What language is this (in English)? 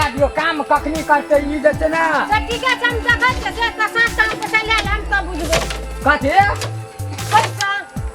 Maithili